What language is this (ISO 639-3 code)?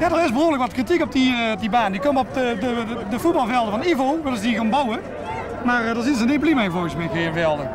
lim